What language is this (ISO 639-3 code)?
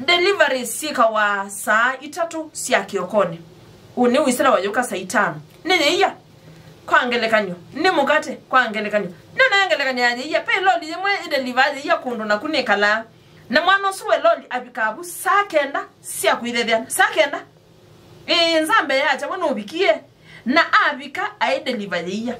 kam